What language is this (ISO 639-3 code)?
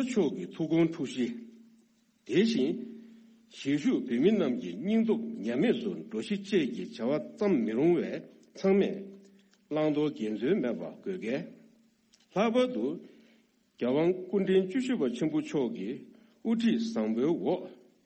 bod